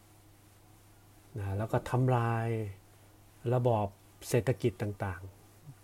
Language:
Thai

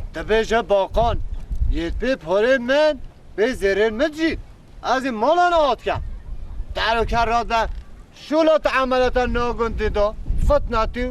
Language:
Kurdish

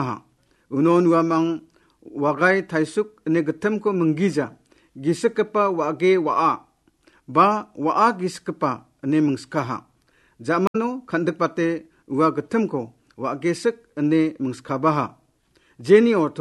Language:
Garo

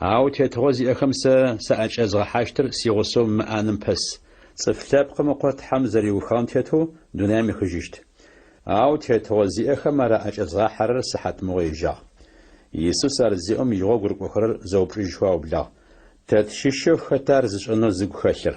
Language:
Adyghe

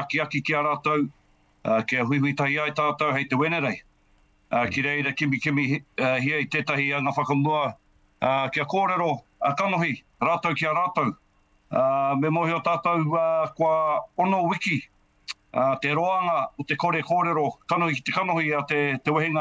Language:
Māori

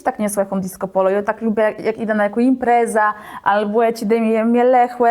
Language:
Kashubian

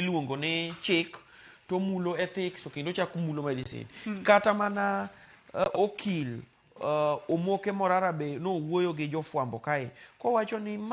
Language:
Luo (Kenya and Tanzania)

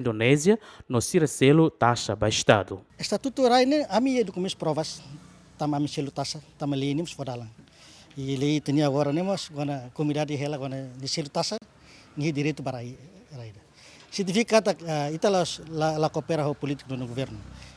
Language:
Tetum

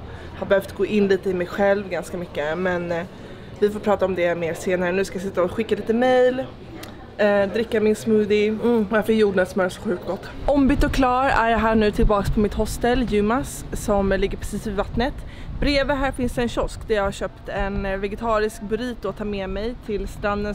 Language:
Swedish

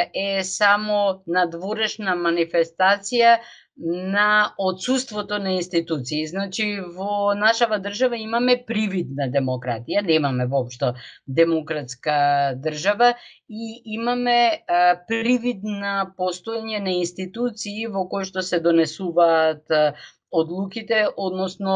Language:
Macedonian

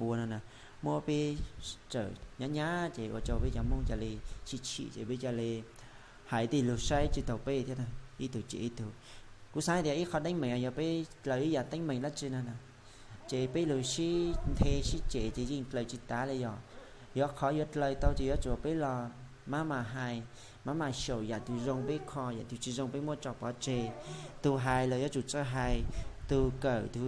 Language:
Hmong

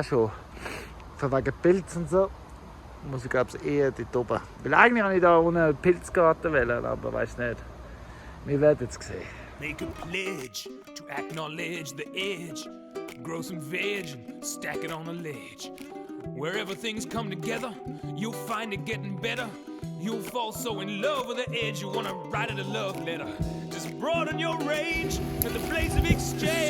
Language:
Swiss German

